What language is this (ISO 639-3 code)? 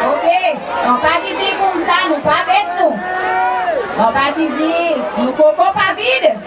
crs